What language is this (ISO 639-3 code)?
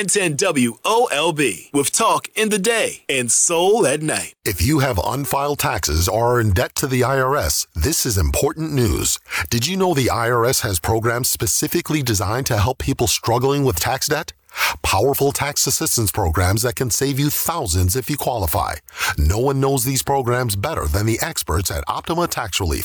eng